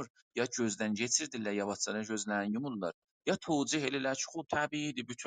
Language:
South Azerbaijani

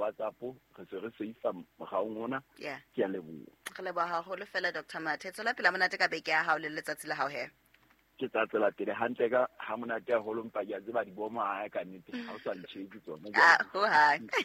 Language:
Southern Sotho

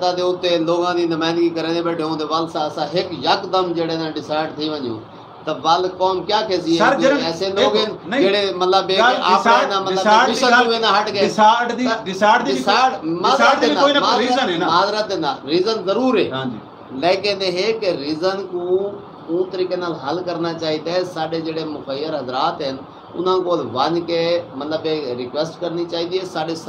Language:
Saraiki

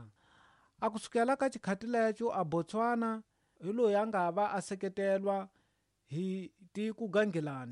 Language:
Tsonga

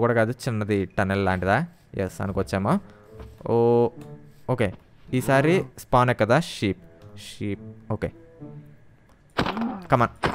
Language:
Telugu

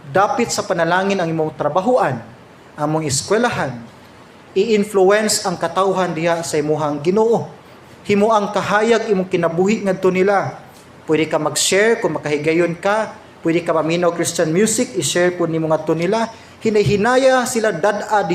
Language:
Cebuano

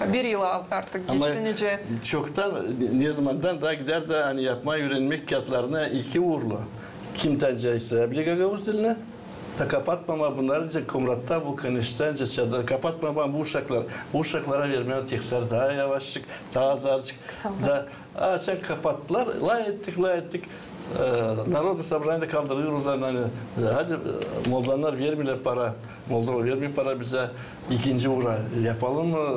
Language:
Gagauz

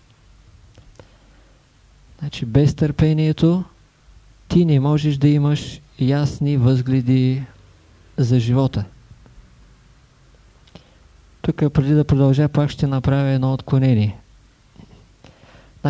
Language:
Bulgarian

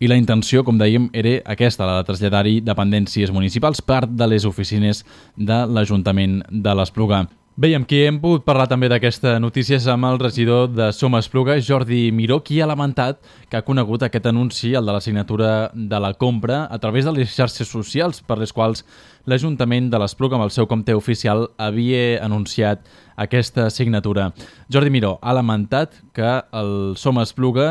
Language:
Catalan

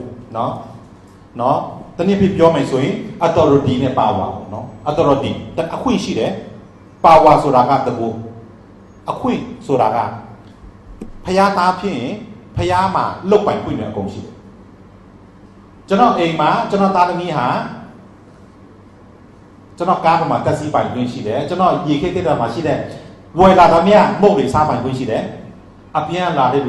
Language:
Burmese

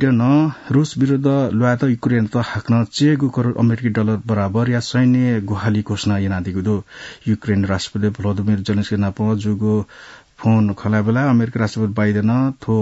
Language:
Newari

